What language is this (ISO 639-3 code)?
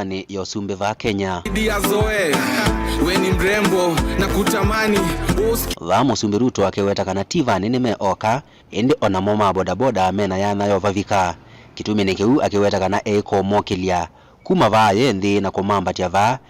kam